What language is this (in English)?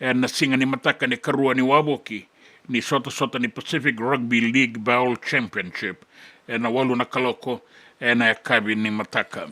Fijian